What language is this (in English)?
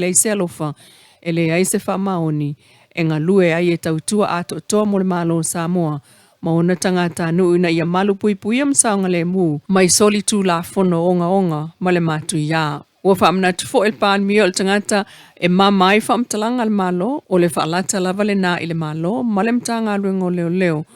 Samoan